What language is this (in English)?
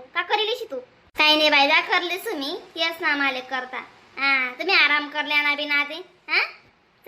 Khandesi